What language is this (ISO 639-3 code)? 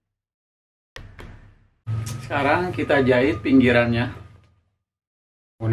ind